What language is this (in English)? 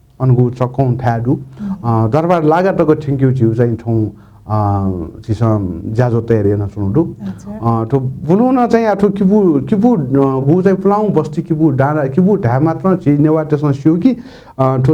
Newari